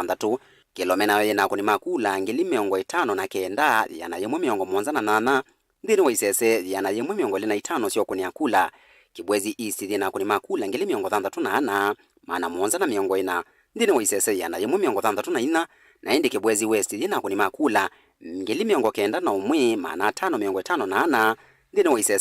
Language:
Kamba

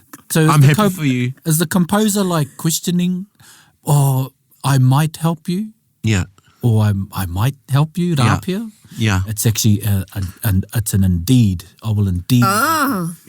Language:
Māori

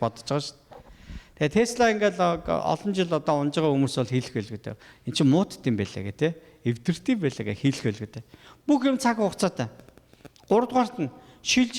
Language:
Mongolian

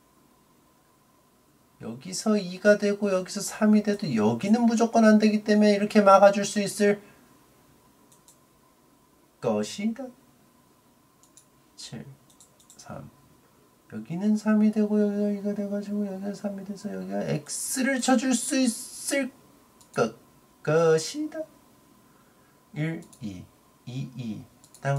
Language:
Korean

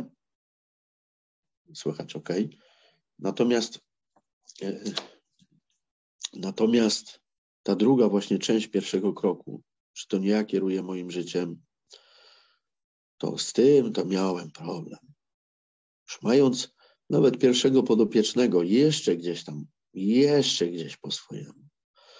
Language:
Polish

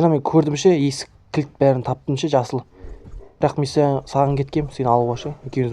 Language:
Kazakh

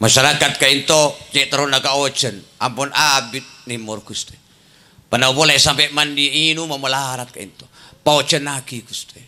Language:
Madurese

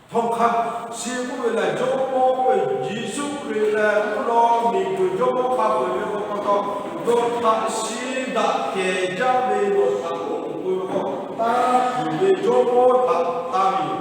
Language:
Lahu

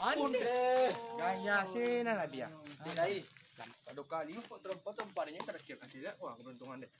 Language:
Minangkabau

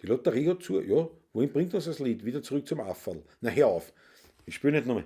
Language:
Bavarian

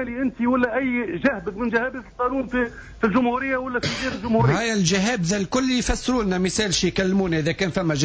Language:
Tunisian Arabic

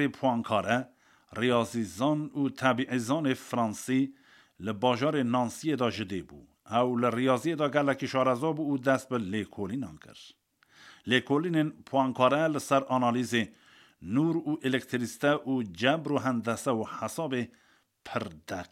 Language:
Kurdish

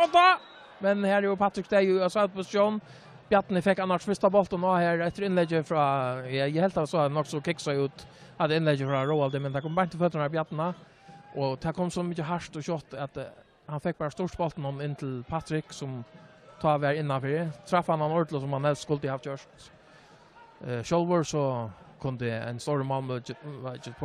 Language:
Faroese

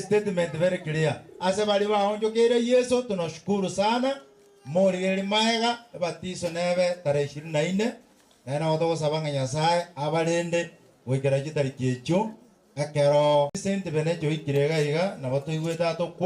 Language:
Gusii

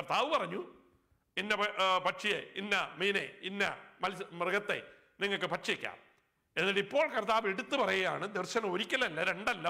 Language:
Malayalam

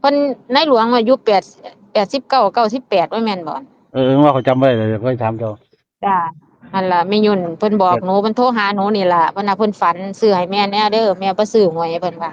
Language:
Northeastern Thai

